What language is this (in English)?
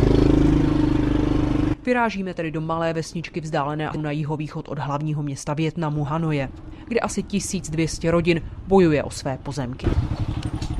Czech